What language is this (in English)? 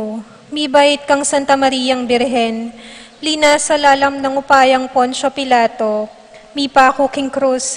Pampanga